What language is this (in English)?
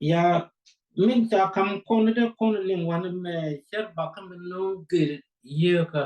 Nuer